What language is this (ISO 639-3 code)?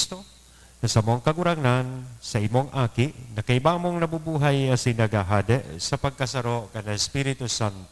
bik